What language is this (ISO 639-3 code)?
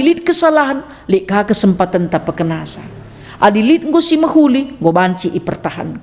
btx